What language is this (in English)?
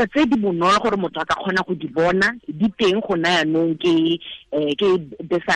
Tswana